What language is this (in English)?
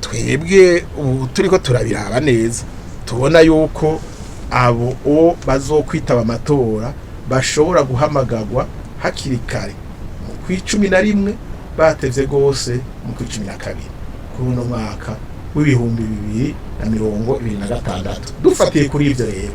Rundi